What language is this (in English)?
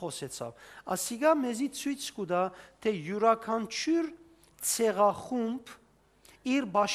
Western Armenian